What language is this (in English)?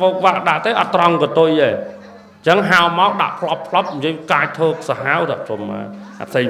Khmer